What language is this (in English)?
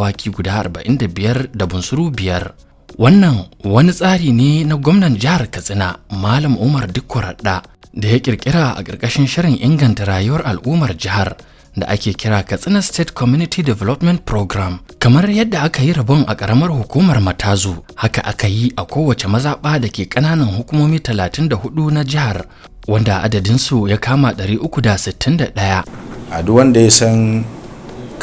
Hausa